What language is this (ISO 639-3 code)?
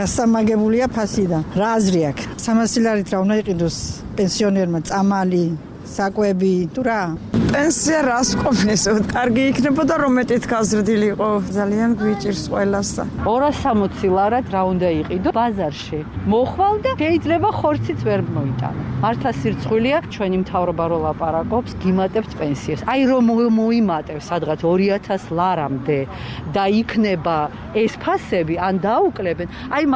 kat